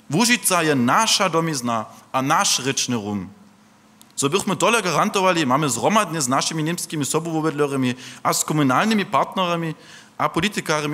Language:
Upper Sorbian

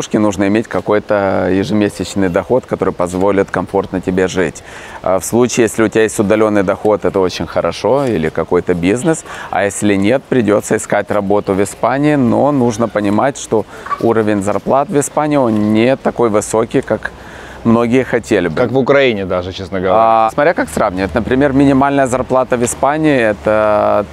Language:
Russian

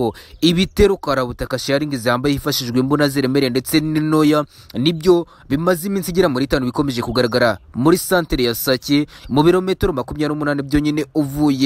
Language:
Kinyarwanda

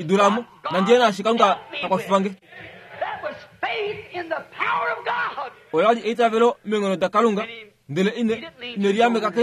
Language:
Kuanyama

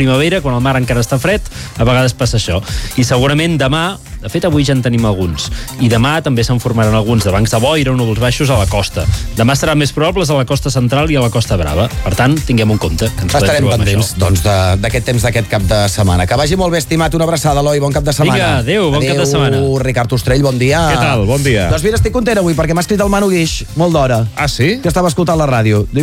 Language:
Catalan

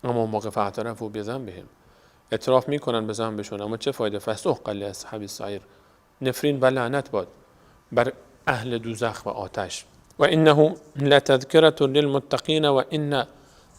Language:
Persian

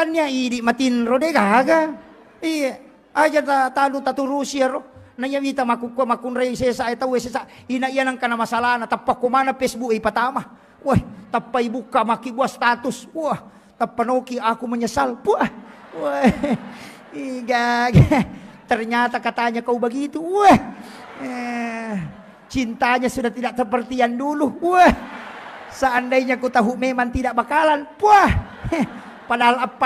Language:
Buginese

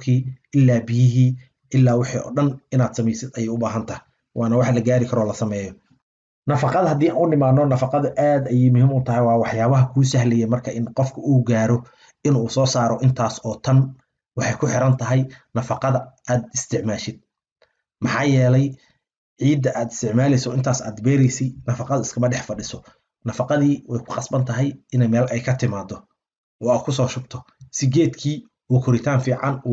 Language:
Somali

